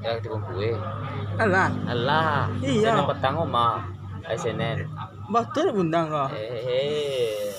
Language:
Minangkabau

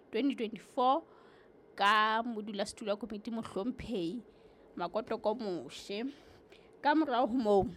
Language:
Southern Sotho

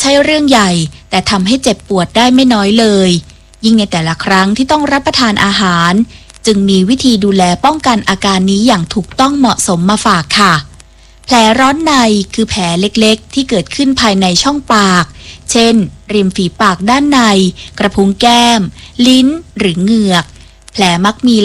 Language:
Thai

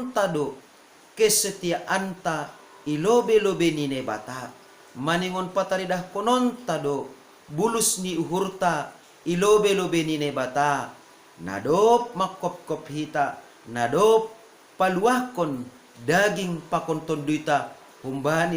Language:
Batak Simalungun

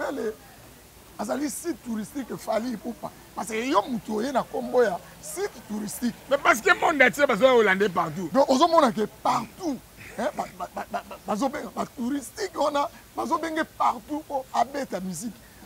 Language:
Lingala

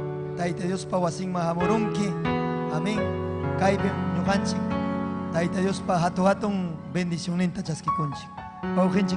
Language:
Ayacucho Quechua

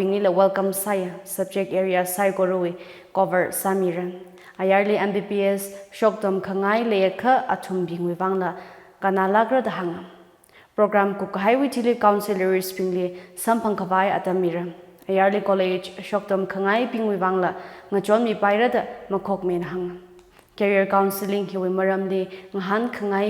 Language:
Tangkhul Naga (India)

